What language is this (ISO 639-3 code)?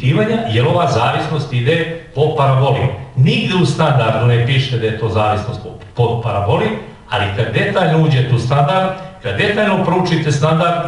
srp